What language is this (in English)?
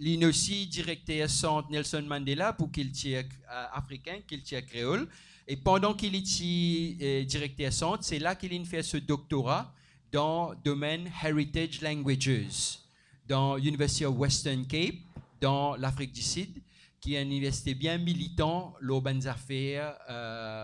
Morisyen